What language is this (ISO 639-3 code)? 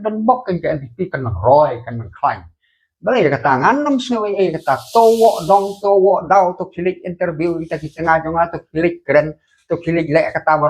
kha